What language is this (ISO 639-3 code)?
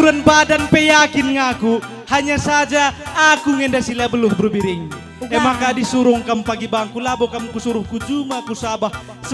btx